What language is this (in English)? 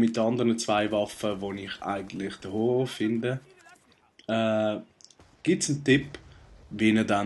Swiss German